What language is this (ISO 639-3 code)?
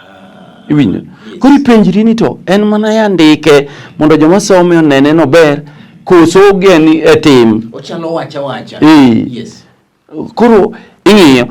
luo